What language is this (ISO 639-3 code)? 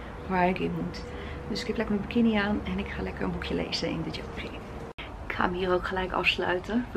nld